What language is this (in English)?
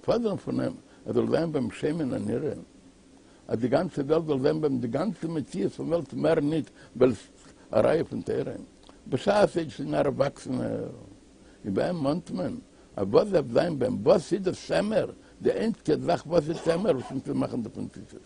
Yiddish